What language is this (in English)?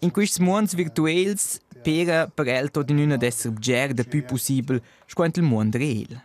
Romansh